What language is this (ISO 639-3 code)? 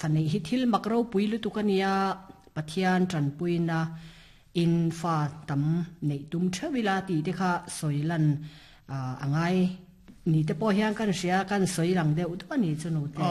lus